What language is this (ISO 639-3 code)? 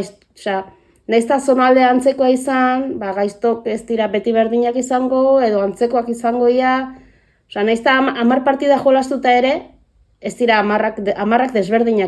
eus